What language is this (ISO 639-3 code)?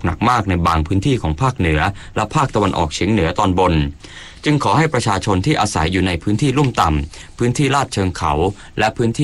tha